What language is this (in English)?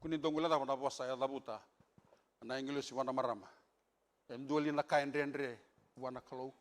Fijian